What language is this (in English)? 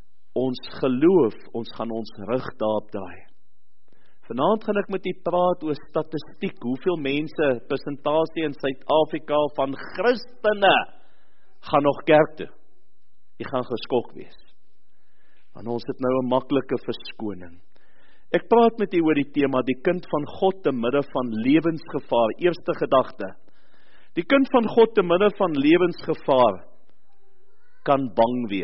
Afrikaans